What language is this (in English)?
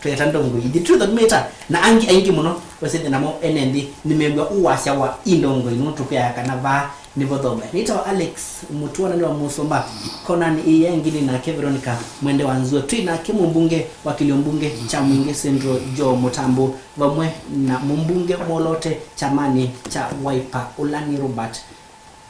Kamba